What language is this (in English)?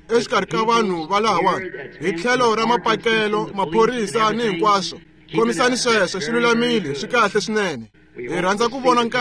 Tsonga